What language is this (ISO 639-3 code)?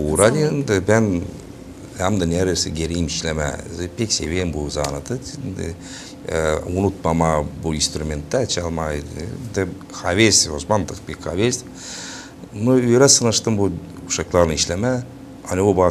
gag